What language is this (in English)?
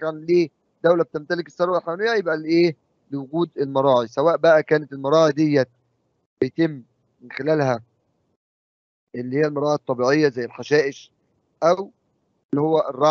Egyptian Arabic